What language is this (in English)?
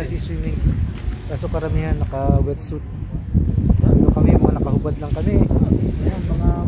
Filipino